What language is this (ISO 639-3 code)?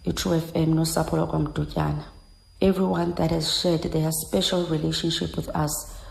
xho